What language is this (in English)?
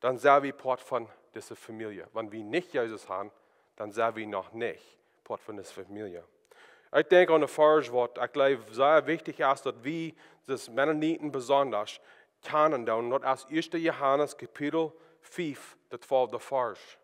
Plautdietsch